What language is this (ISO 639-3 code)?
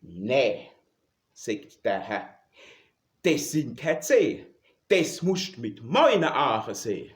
pfl